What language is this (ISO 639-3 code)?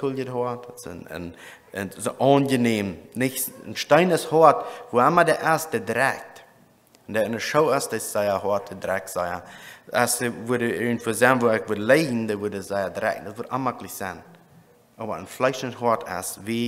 pdt